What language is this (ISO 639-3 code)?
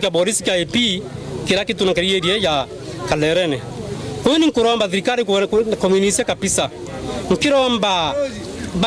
mer